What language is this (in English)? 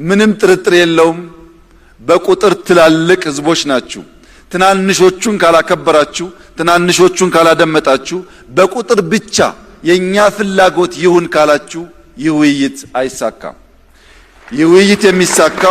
Amharic